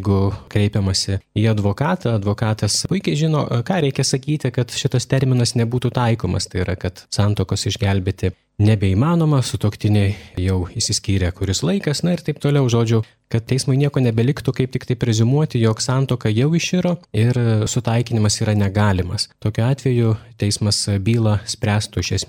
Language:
Lithuanian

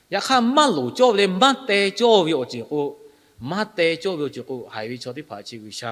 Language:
Lahu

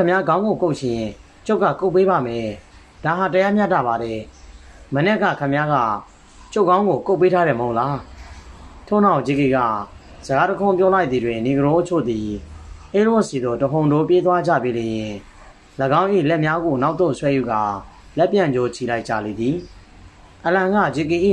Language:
Burmese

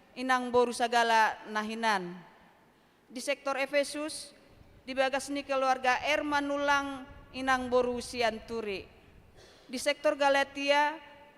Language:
Batak Toba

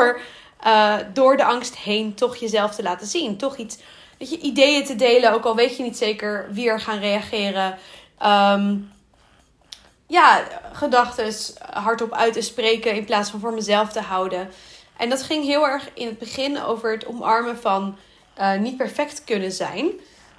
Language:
Dutch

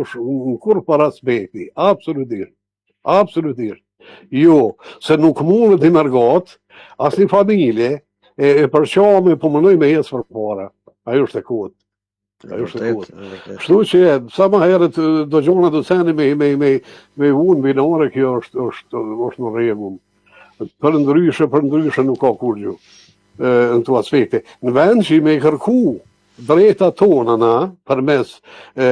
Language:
Albanian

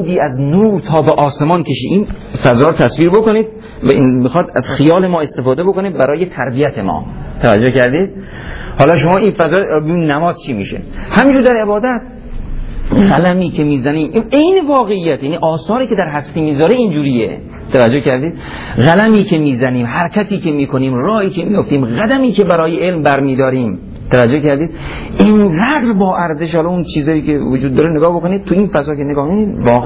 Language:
Persian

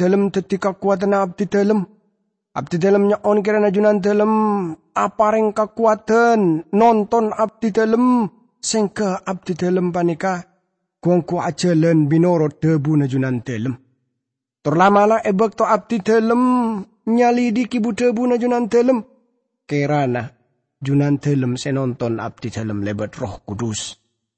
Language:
Madurese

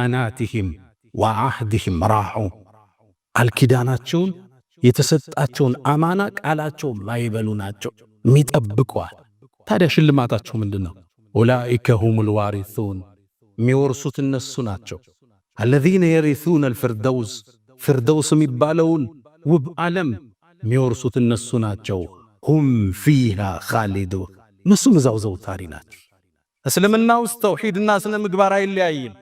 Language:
Amharic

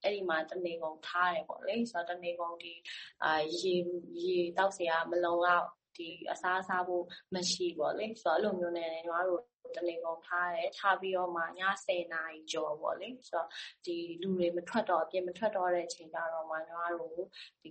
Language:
Burmese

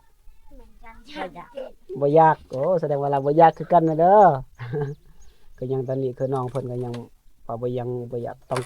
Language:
Lao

